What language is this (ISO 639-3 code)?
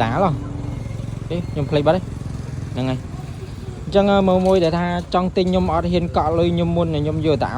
khm